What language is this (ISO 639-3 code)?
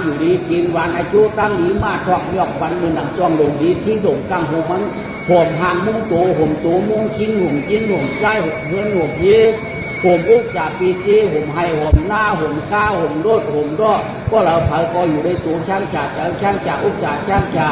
shn